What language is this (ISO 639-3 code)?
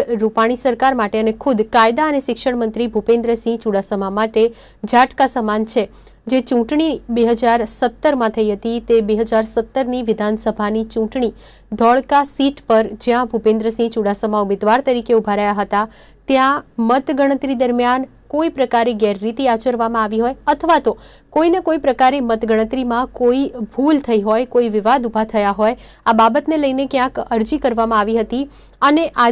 guj